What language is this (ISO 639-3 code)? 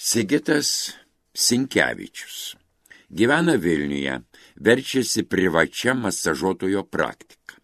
lit